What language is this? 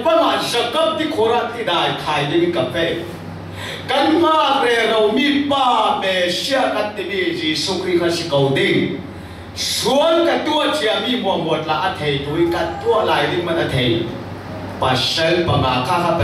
Falam Chin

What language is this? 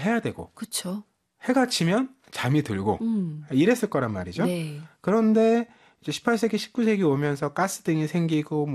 Korean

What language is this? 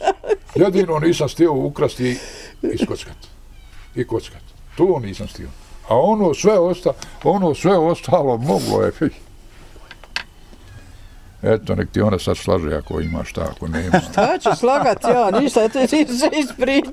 Bosnian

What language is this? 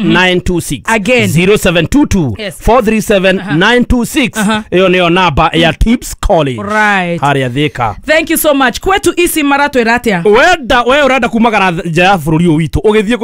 Kikuyu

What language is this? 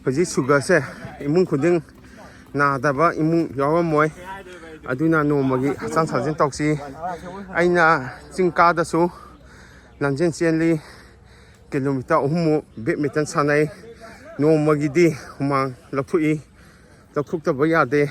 Manipuri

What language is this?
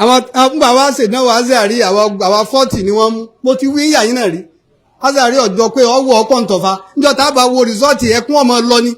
Yoruba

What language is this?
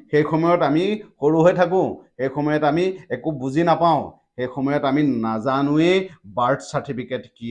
Assamese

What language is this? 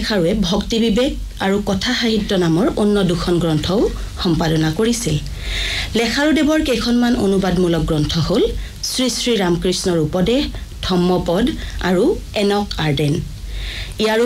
Assamese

